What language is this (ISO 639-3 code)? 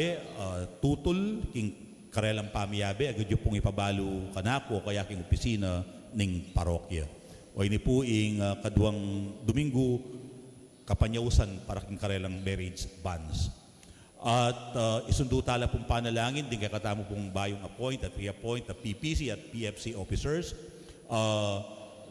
pam